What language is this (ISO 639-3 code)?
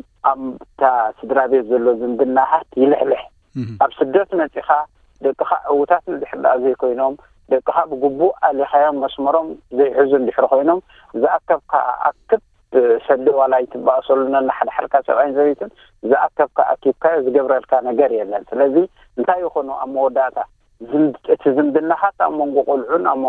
tir